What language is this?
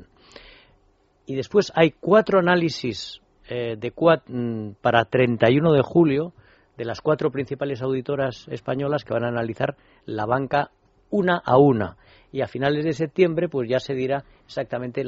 Spanish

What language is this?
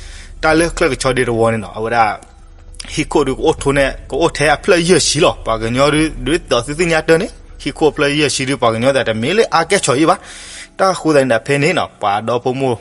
S'gaw Karen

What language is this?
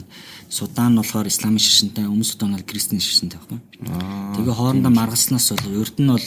Mongolian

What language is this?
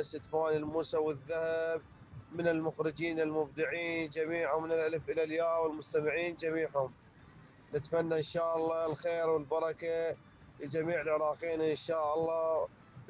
Mesopotamian Arabic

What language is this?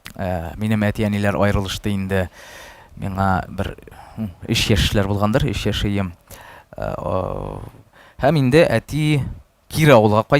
Tatar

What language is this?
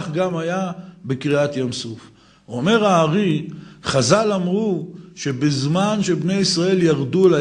Hebrew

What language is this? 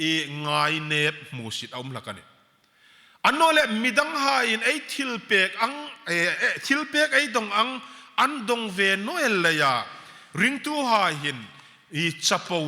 Hmar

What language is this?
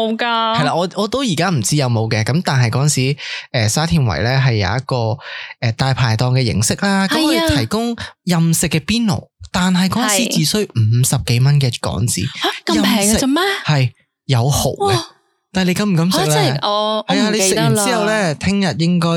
Cantonese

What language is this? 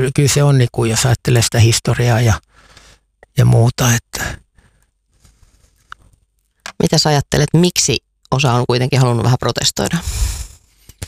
Finnish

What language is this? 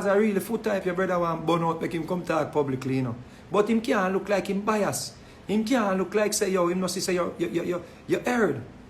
Jamaican Creole English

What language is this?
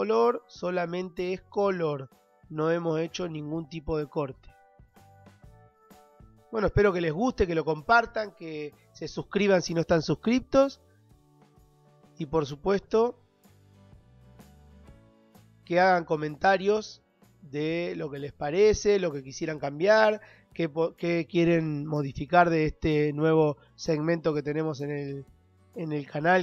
Spanish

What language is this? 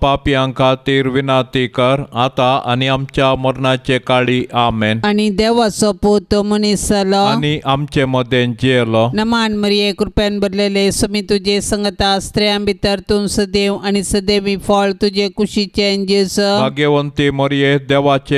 Konkani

